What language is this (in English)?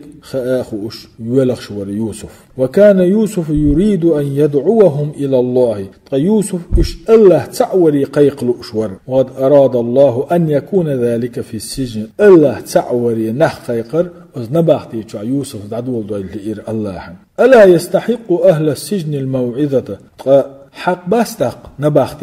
Chechen